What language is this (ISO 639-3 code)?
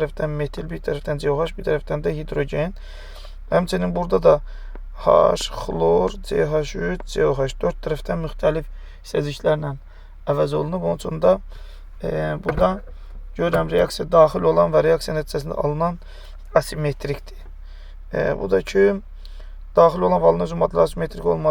aze